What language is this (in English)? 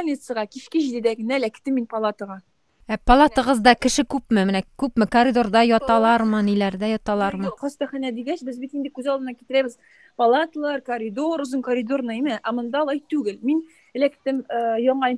Tatar